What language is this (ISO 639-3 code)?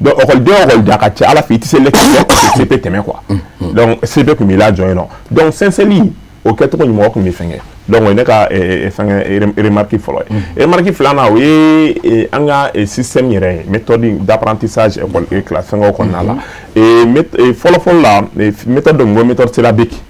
bam